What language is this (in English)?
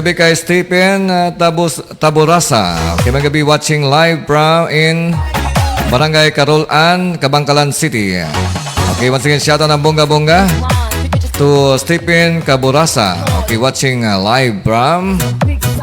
Hiligaynon